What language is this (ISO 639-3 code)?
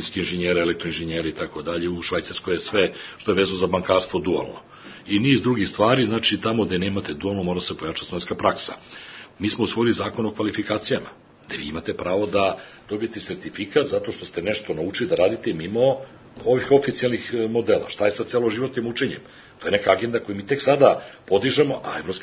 srp